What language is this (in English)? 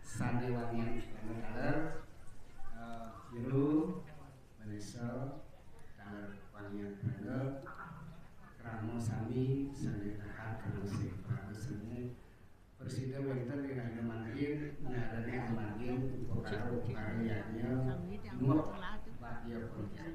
Balinese